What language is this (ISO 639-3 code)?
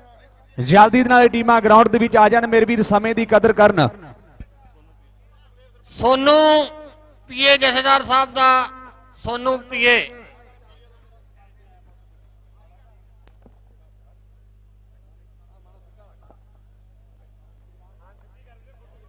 pan